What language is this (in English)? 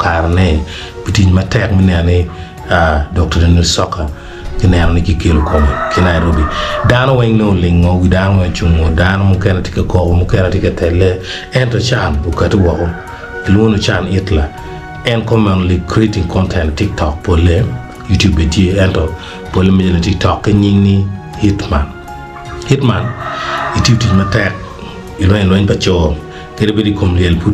Acoli